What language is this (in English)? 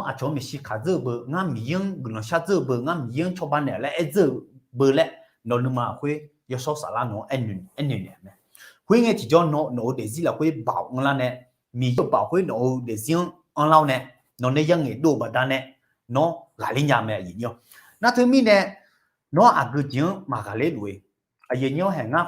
Akha